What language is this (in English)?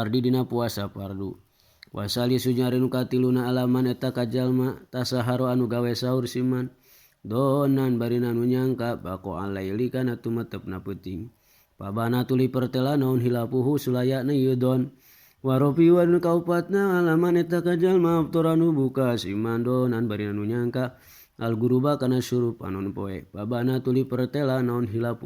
Sundanese